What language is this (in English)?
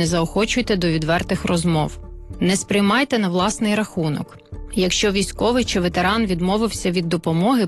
Ukrainian